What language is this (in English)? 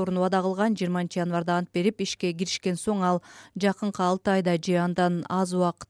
Kyrgyz